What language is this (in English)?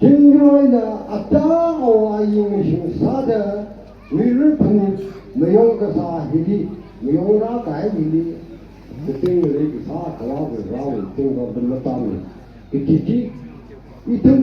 Tangkhul Naga (India)